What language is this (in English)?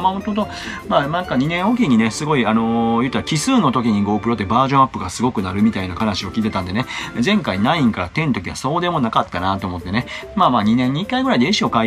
Japanese